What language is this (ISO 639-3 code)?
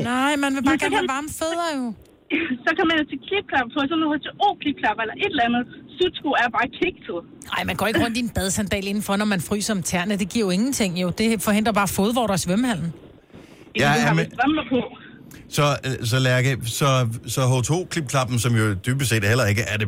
dan